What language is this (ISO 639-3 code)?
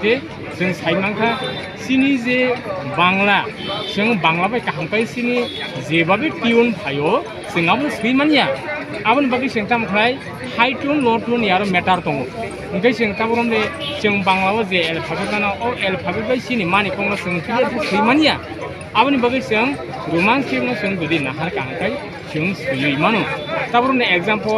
trp